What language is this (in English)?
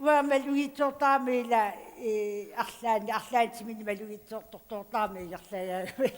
Kalaallisut